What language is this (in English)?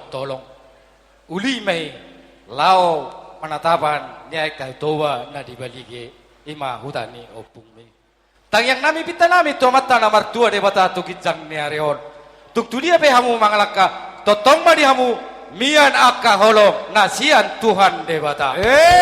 Batak Toba